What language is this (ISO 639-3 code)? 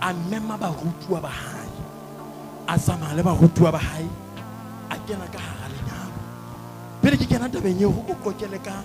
sot